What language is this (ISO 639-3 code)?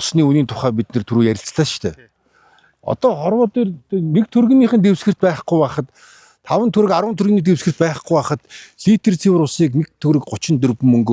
mon